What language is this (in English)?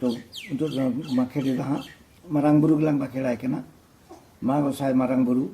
Santali